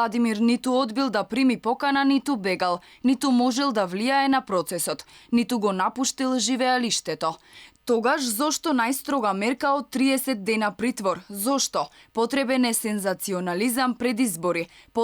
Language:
Macedonian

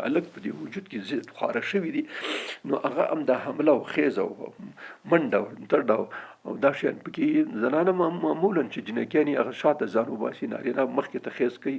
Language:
Pashto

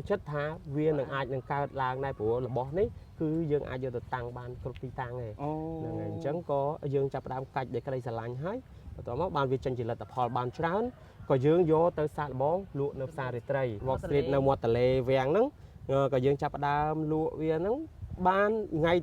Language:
Khmer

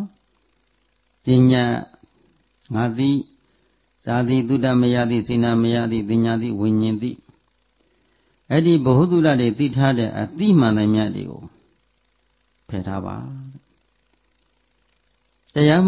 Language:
Burmese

